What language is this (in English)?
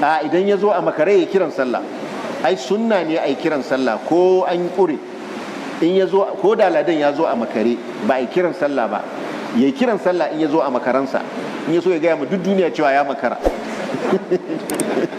Hausa